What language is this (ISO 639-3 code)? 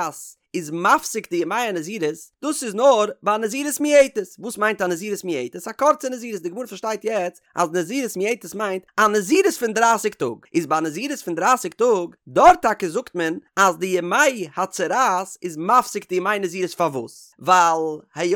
yid